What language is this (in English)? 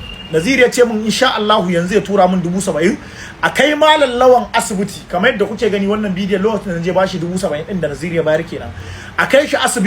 Hausa